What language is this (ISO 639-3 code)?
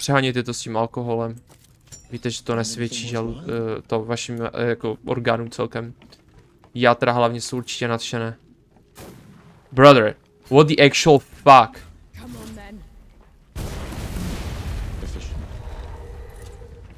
ces